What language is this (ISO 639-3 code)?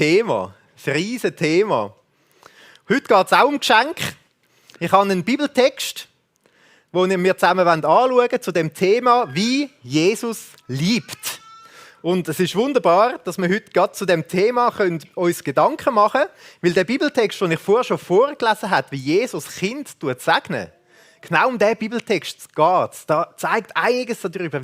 gsw